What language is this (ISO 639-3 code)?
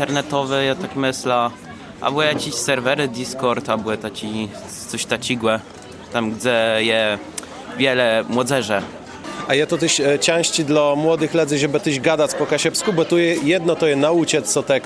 csb